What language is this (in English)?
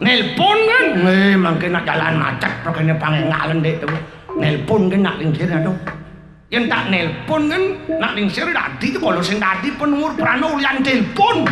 Balinese